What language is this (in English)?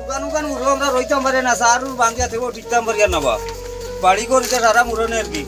Sylheti